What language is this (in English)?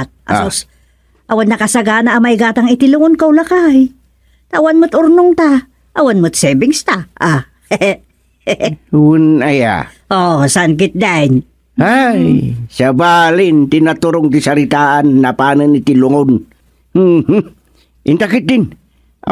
Iloko